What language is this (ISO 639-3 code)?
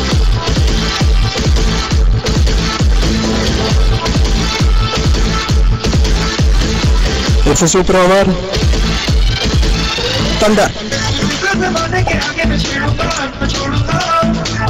eng